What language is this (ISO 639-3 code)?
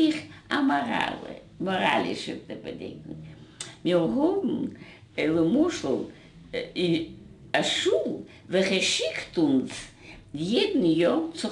yid